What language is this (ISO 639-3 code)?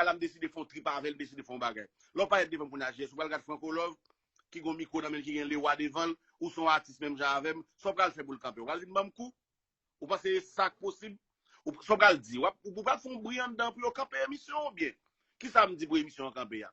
hat